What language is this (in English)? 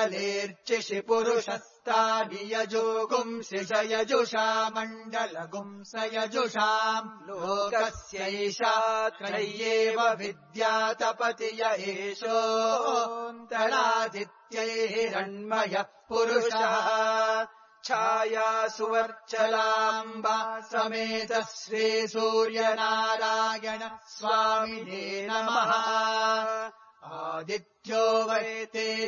Sanskrit